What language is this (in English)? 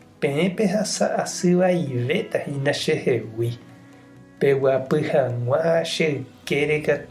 Guarani